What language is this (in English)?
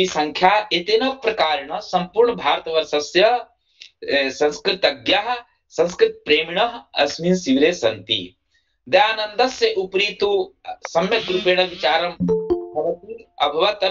Sanskrit